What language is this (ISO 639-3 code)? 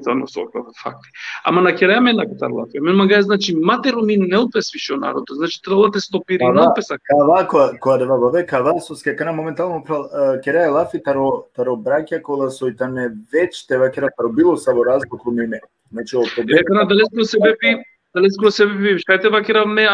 rmn